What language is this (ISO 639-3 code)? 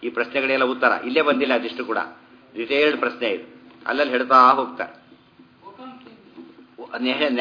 kan